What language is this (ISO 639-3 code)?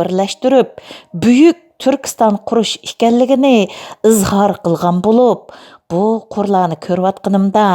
uig